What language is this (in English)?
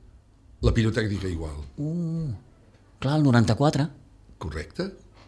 Catalan